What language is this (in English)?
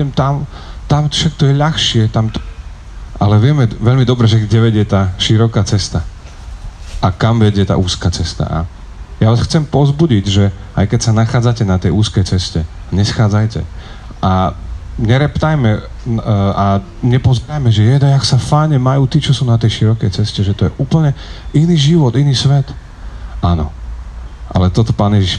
Slovak